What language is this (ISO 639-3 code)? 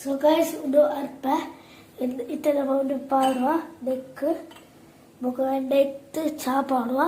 tcy